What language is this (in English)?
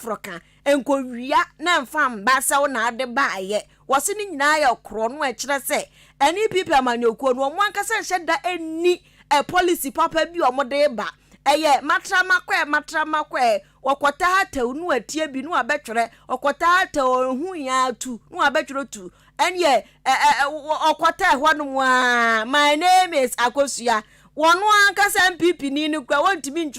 Akan